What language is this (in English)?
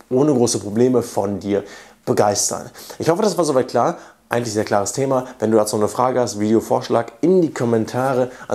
German